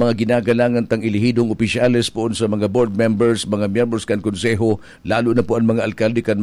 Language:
Bikol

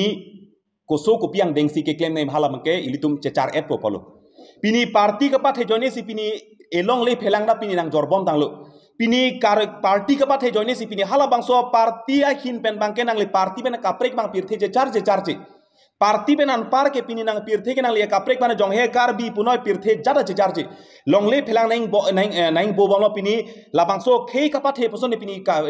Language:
Karbi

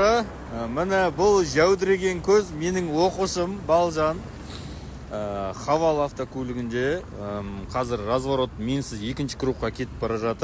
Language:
Kazakh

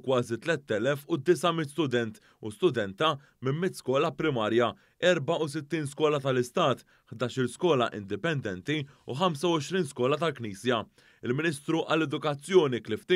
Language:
Maltese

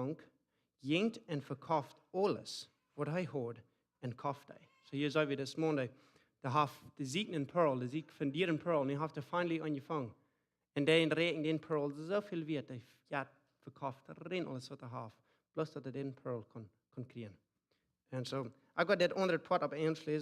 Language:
Plautdietsch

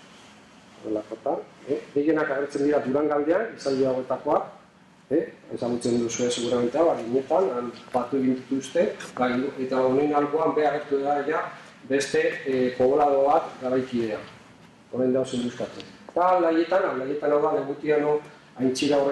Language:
Basque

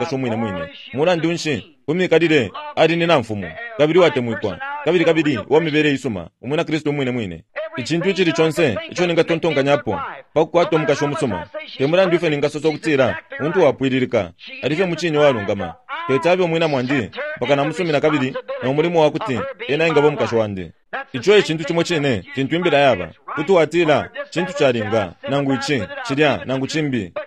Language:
Bemba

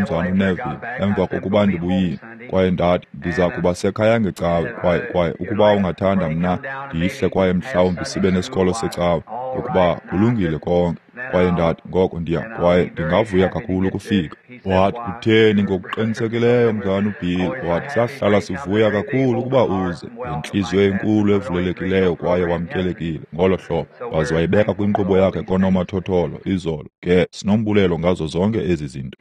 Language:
Xhosa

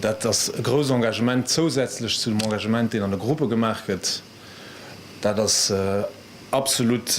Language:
Luxembourgish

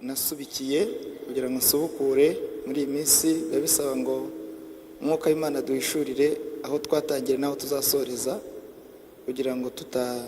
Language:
Kinyarwanda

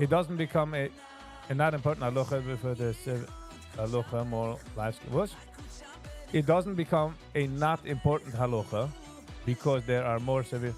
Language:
Yiddish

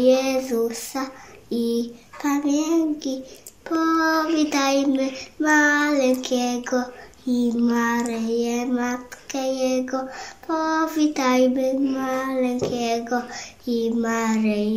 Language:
Polish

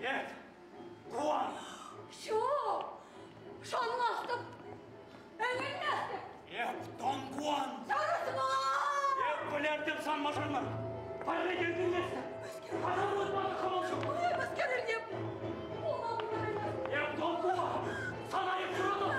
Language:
Chuvash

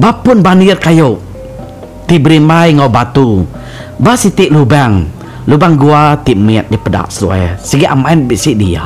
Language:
Iban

